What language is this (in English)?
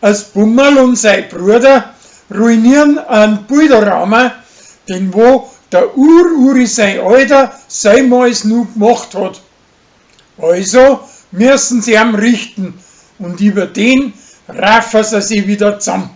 Bavarian